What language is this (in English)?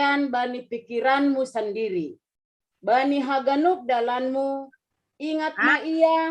Batak Simalungun